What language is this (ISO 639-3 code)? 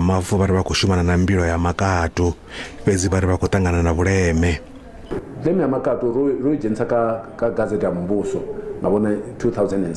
ven